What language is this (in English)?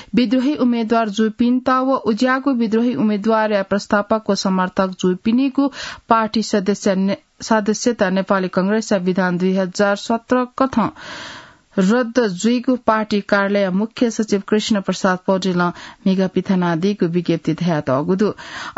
Newari